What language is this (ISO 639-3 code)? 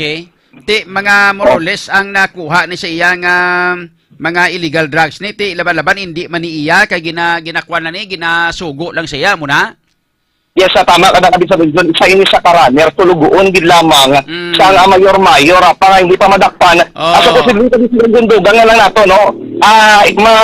hil